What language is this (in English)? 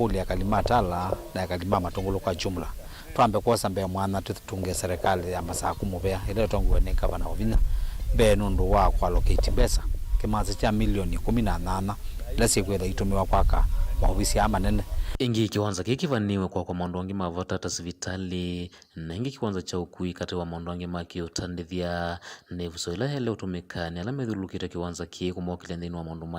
Kamba